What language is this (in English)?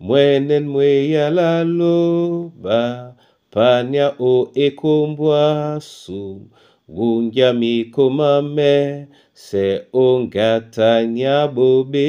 Duala